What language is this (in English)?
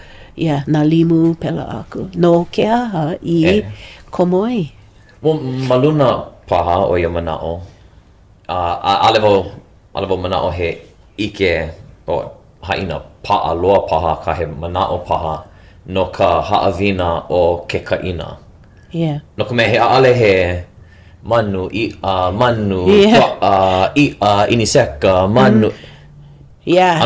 Hawaiian